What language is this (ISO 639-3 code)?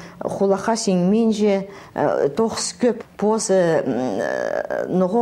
kjh